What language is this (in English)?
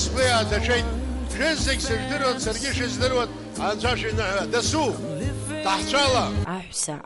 Abkhazian